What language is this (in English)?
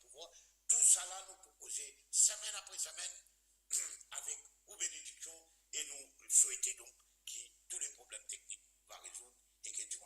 Morisyen